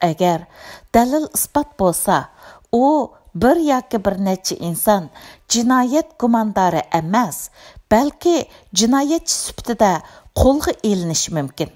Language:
Uyghur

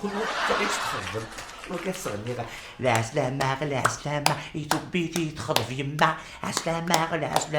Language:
Kabyle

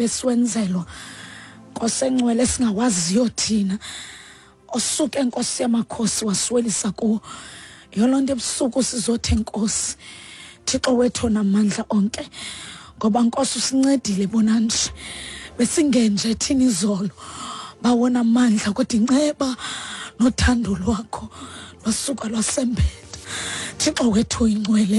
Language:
Xhosa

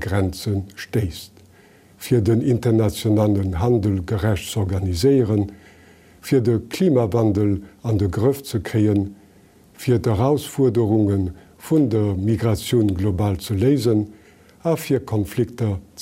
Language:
Luxembourgish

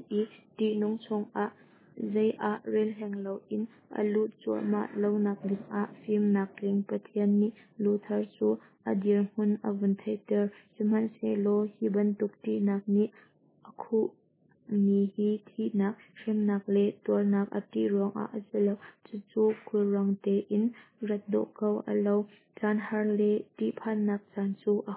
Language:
Hakha Chin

